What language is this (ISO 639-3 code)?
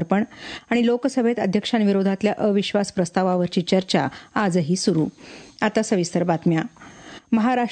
mar